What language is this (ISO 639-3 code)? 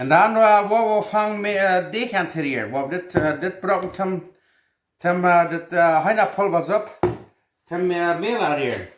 pdt